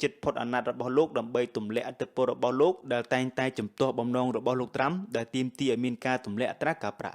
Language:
Khmer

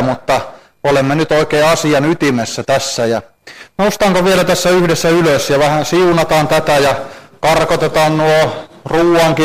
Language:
Finnish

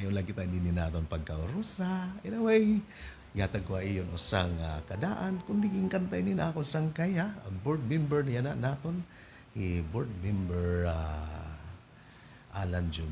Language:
Waray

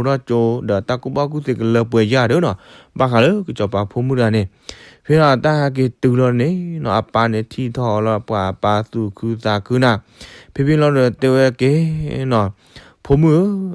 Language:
S'gaw Karen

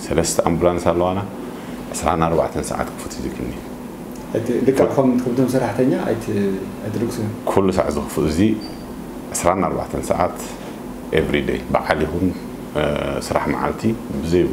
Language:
Tigrinya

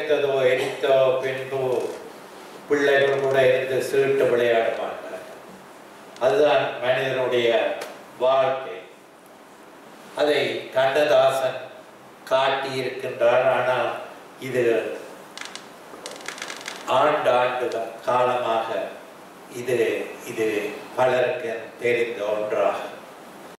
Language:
Tamil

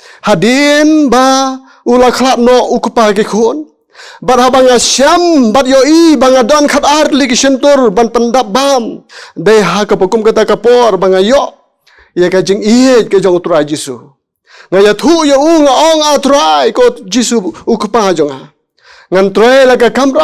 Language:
Khasi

